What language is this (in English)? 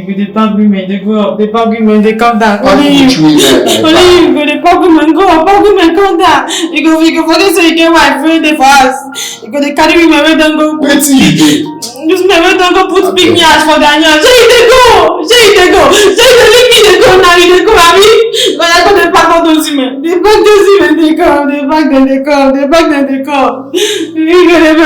Nigerian Pidgin